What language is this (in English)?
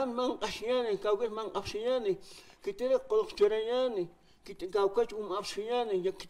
Aymara